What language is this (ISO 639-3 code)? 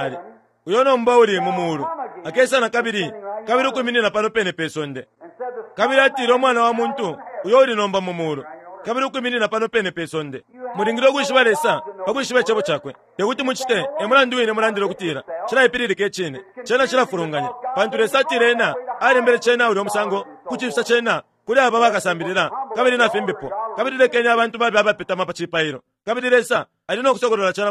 bem